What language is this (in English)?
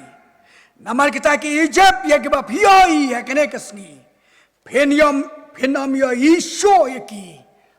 Khasi